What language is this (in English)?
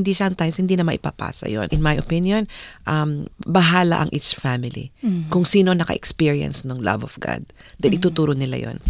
Filipino